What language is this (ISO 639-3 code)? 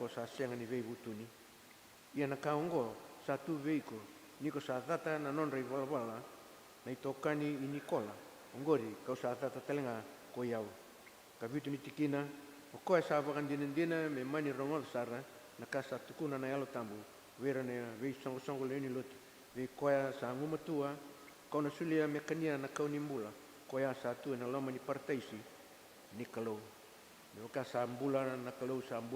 fij